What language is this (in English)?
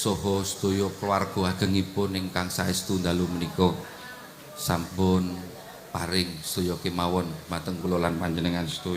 Javanese